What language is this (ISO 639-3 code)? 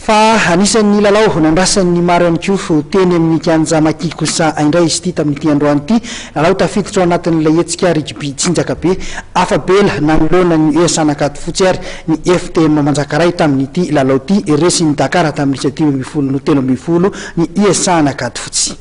mlg